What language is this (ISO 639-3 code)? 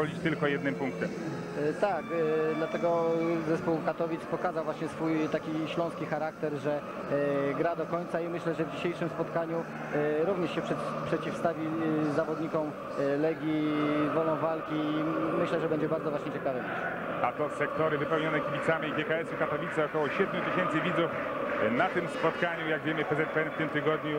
pol